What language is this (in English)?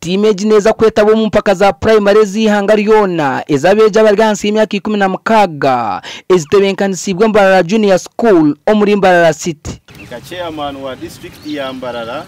Nyankole